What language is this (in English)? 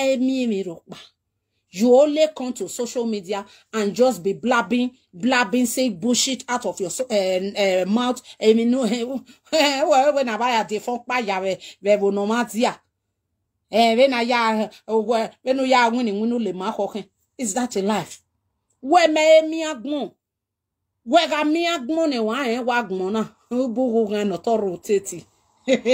Nigerian Pidgin